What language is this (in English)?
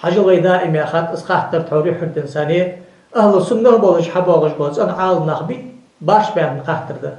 Ingush